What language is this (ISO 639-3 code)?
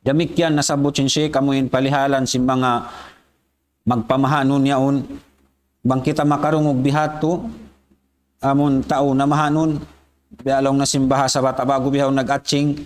tsg